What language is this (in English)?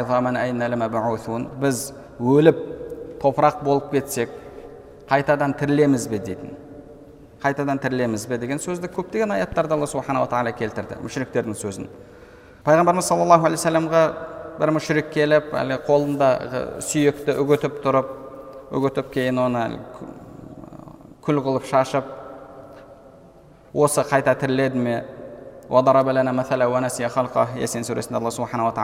Kazakh